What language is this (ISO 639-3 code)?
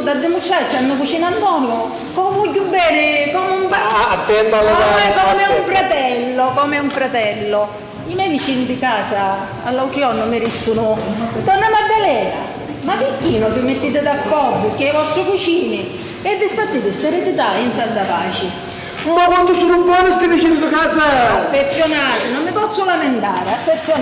scn